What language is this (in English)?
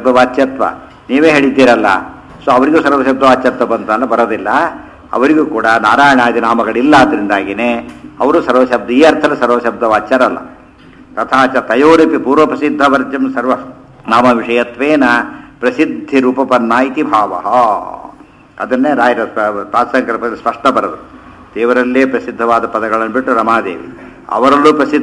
Kannada